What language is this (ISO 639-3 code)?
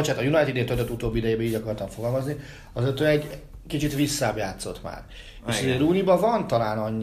hun